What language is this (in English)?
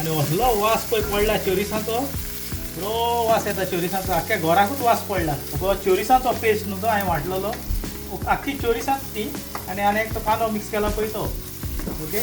Konkani